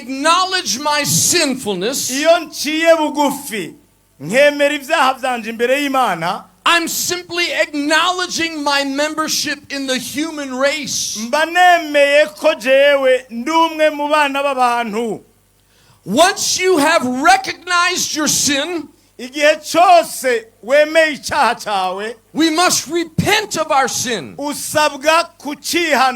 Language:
Rundi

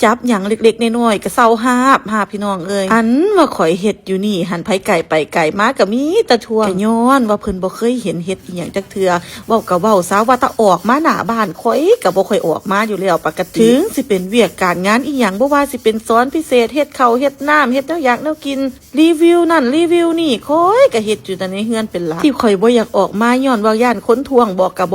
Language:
Northeastern Thai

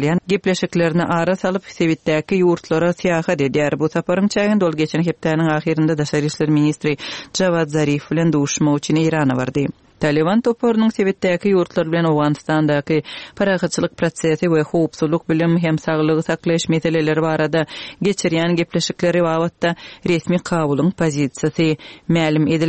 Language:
Turkmen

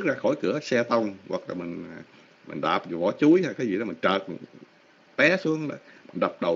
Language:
Vietnamese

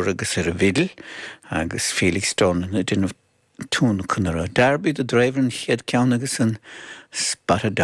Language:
Irish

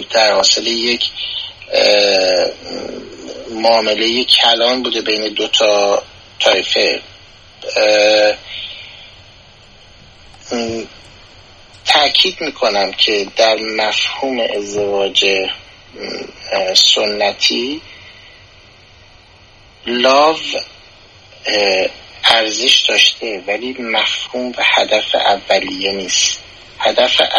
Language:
Persian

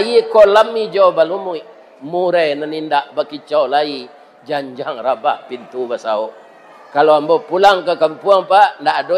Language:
Minangkabau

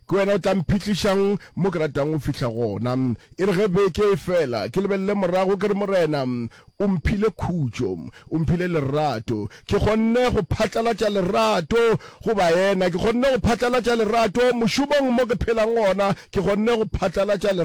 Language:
Northern Sotho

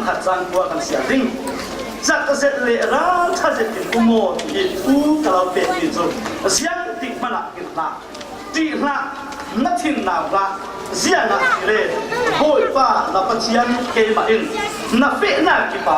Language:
Falam Chin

